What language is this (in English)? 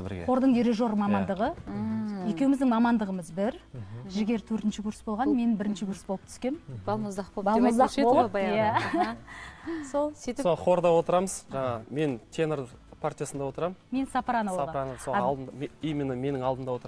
Kazakh